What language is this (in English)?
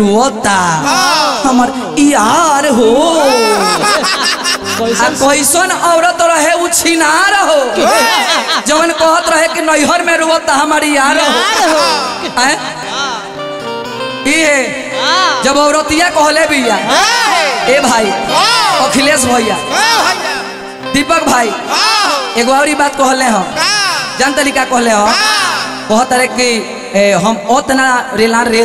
Bhojpuri